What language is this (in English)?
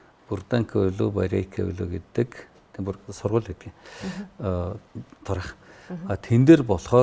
Mongolian